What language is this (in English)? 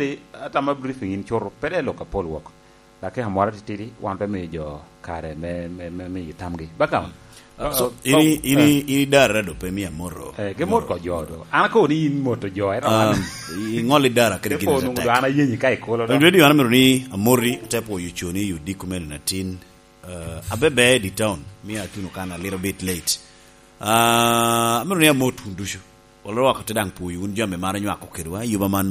Lango (Uganda)